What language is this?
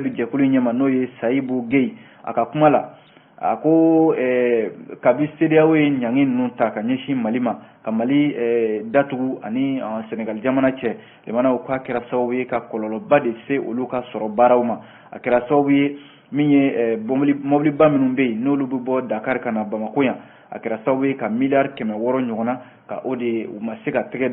Bambara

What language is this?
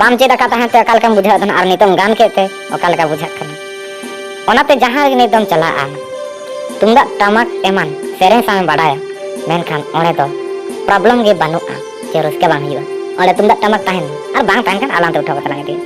Santali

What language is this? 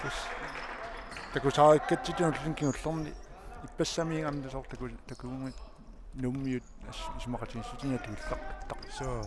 Kalaallisut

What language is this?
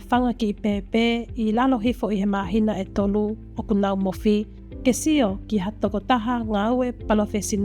Tongan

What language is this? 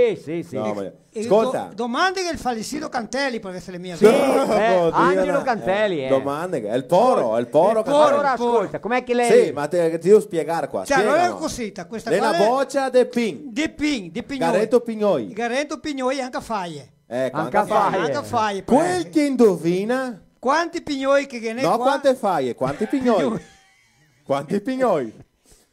Venetian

